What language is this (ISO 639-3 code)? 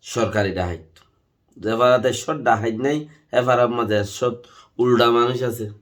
rhg